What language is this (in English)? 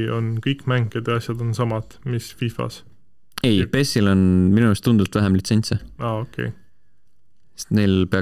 Estonian